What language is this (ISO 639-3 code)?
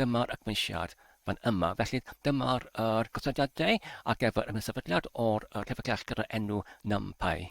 cym